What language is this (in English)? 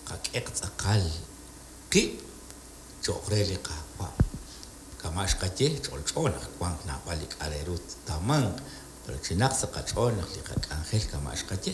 Kekchí